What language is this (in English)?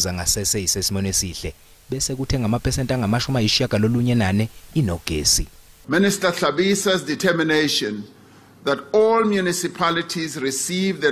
Zulu